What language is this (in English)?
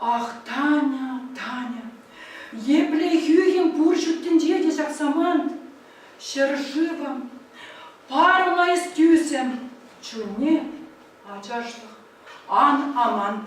Chuvash